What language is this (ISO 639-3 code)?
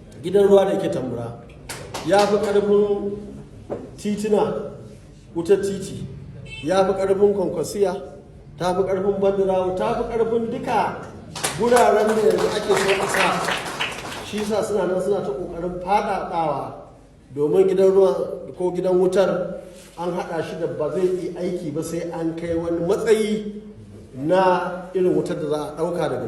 hau